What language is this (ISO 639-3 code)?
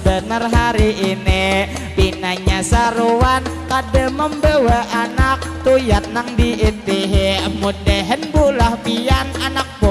bjn